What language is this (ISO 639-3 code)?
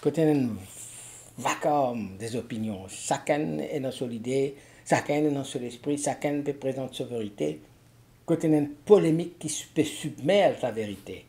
mfe